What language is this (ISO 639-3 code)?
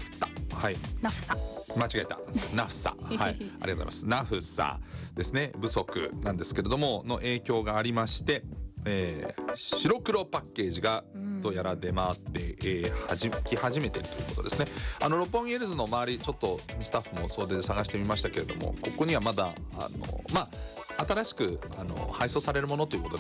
jpn